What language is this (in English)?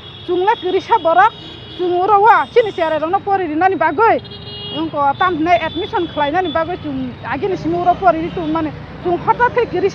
Kok Borok